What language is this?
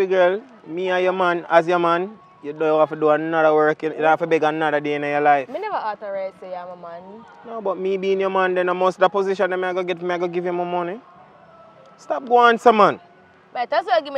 Jamaican Creole English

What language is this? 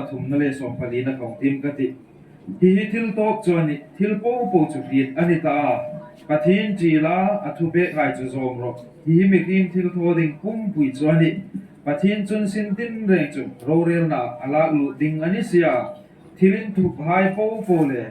Hmar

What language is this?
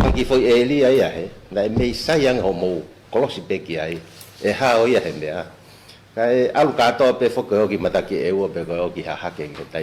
Tongan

